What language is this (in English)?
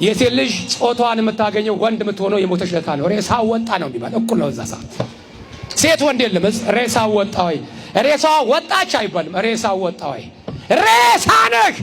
Amharic